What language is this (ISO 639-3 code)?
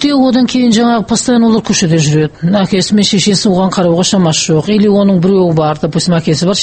kaz